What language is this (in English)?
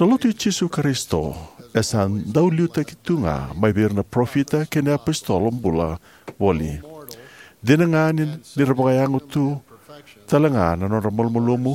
Fijian